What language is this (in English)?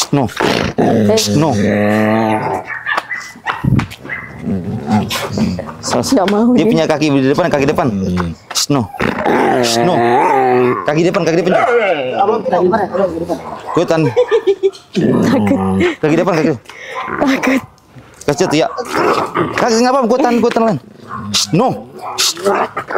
Indonesian